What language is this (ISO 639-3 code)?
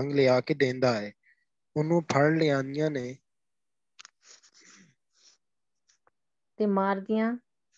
pan